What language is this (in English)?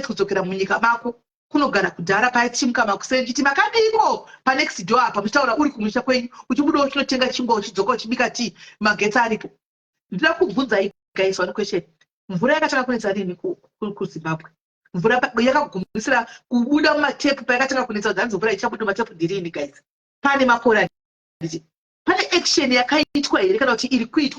Shona